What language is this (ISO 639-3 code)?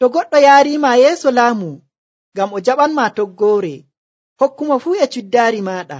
fuv